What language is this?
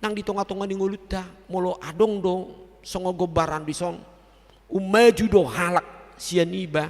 Batak Toba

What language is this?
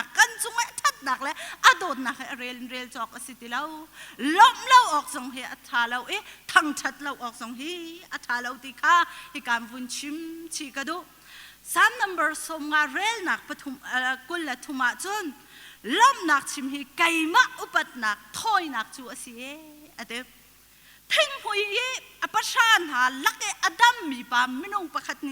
Hakha Chin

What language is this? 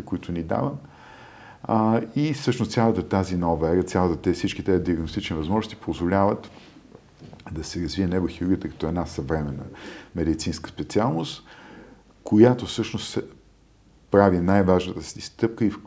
Bulgarian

